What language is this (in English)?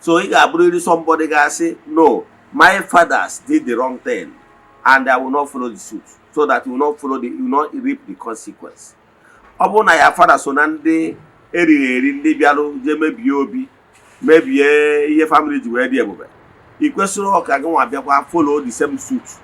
Igbo